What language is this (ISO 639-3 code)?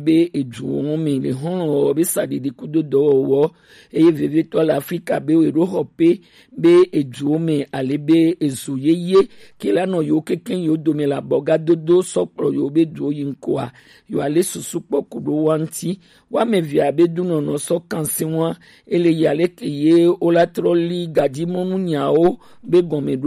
gej